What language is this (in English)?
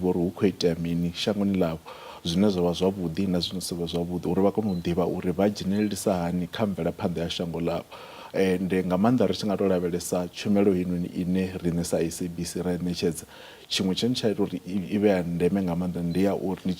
Venda